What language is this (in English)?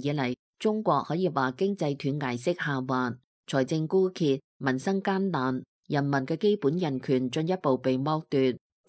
Cantonese